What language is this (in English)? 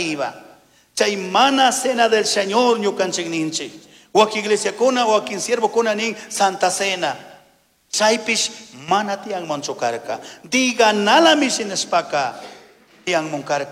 Chimborazo Highland Quichua